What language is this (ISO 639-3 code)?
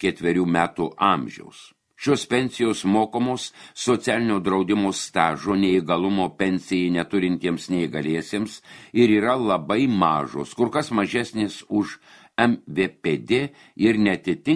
lit